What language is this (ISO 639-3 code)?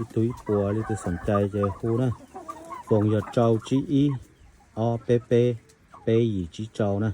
hmn